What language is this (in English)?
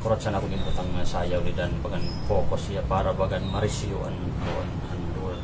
Waray